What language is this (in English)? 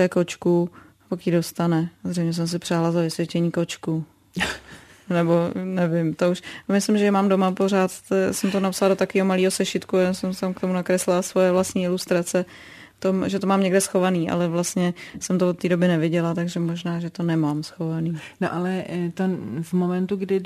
Czech